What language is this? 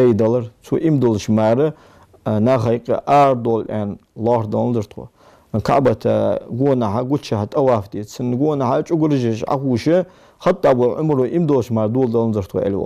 Ingush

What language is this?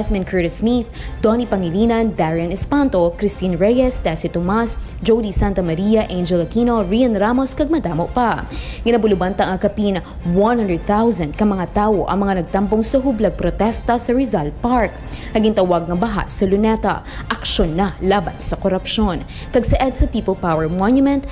Hiligaynon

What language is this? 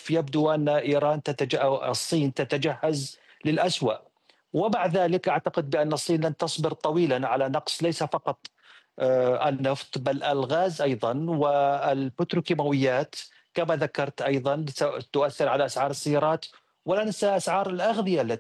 Arabic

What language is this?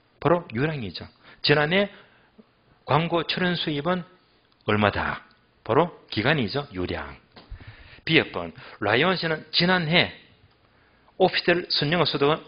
Korean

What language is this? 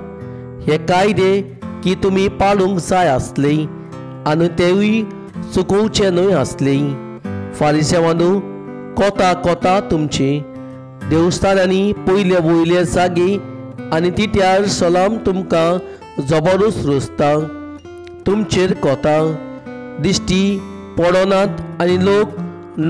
Konkani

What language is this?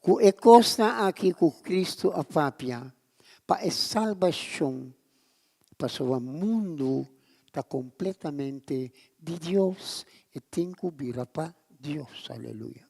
Papiamento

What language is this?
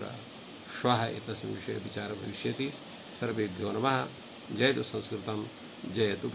Sanskrit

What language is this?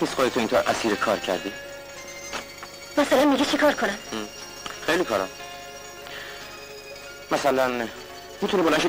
Persian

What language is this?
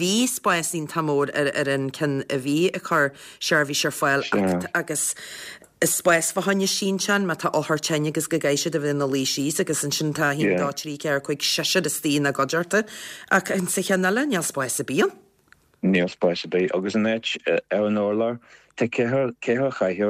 Irish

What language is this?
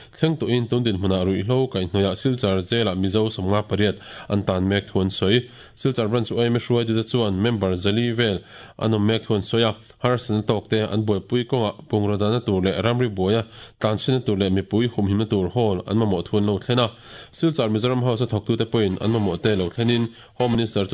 Mizo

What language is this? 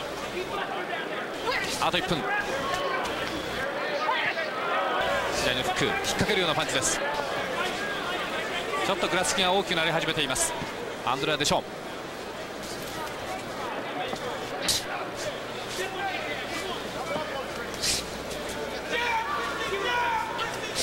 Japanese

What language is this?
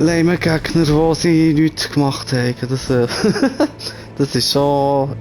Swiss German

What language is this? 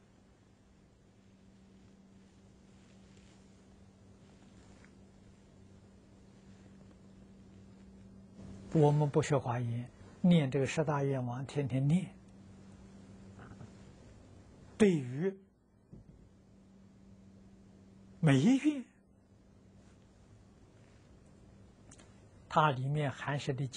Chinese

